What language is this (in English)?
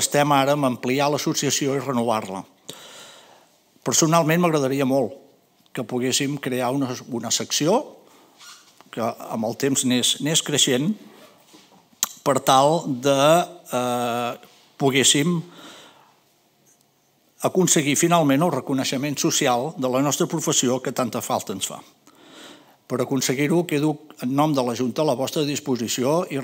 Catalan